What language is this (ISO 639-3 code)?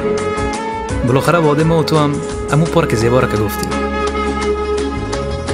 fas